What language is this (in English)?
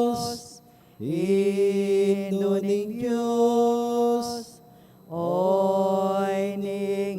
Pampanga